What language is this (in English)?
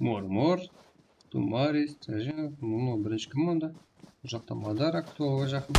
Kara-Kalpak